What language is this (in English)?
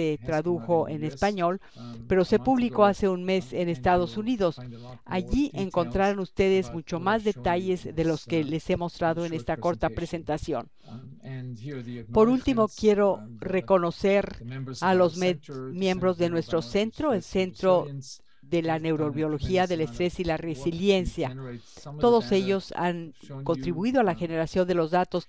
Spanish